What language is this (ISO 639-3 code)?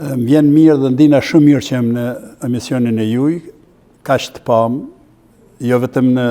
sqi